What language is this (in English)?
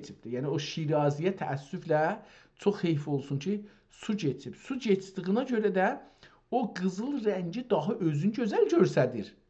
South Azerbaijani